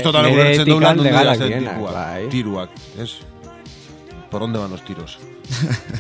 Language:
Basque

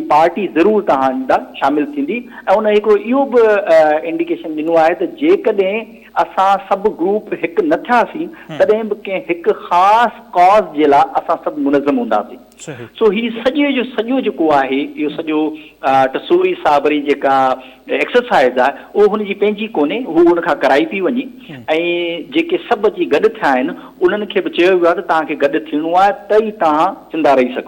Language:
Sindhi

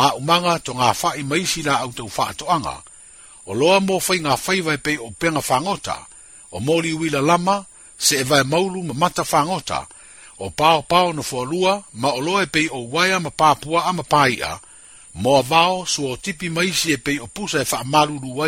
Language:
Samoan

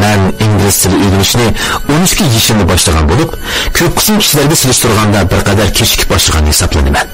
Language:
Uyghur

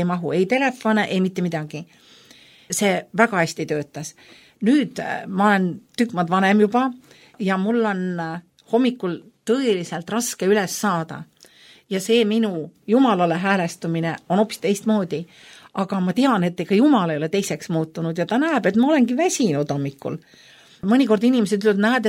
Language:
Estonian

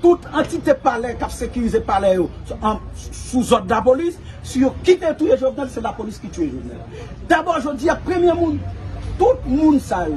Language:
Haitian Creole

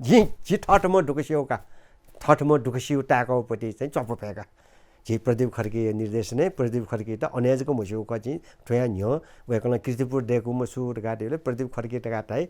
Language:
Newari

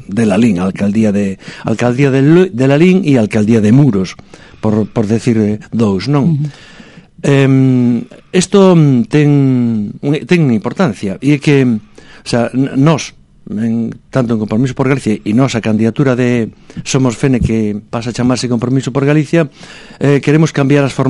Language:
Galician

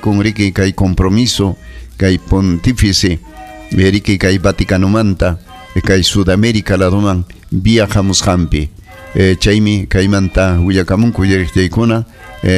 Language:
Ayacucho Quechua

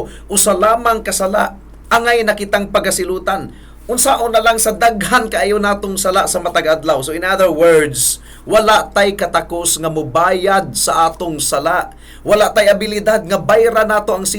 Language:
Cebuano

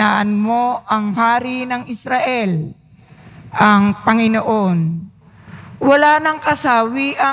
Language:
Filipino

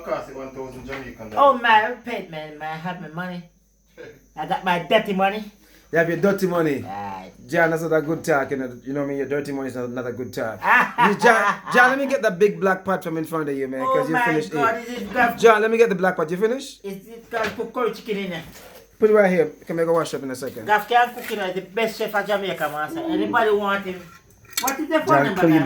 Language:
Jamaican Creole English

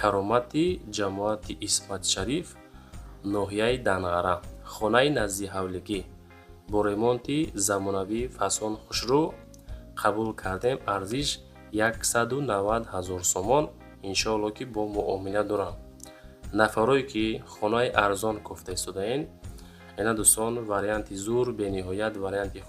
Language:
Tajik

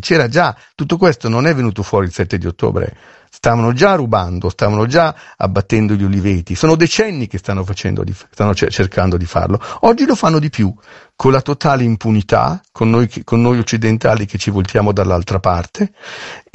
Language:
Italian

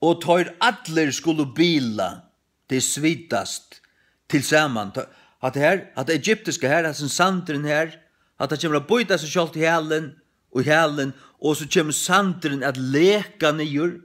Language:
Faroese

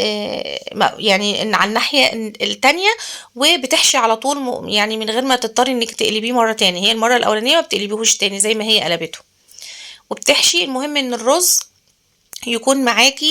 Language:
Egyptian Arabic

